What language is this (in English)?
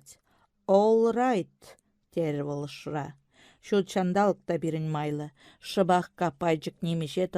Chuvash